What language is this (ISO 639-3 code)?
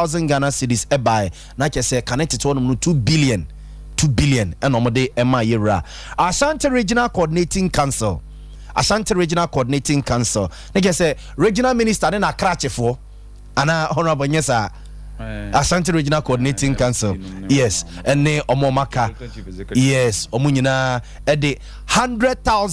aka